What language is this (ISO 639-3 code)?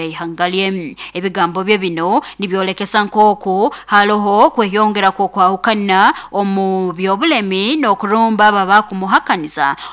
nyo